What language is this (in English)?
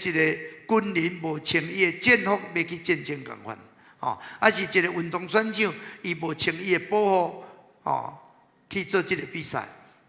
Min Nan Chinese